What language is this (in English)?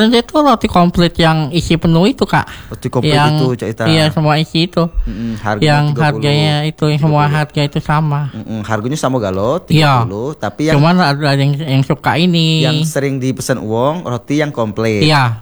Indonesian